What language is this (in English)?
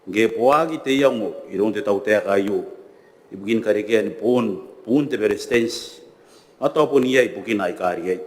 Gilbertese